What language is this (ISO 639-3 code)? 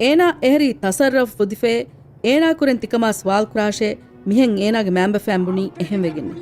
div